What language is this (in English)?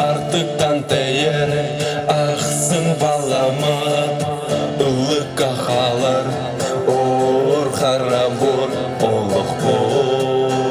Yakut